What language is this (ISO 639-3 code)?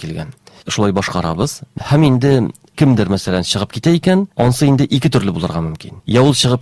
tat